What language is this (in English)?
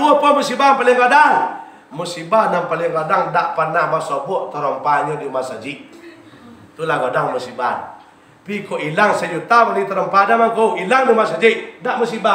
Minangkabau